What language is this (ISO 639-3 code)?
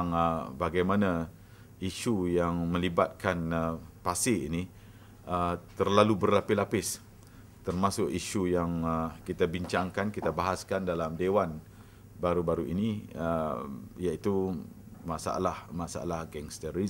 msa